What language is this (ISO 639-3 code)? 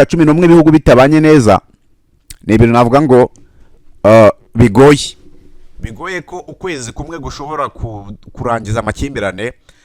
kin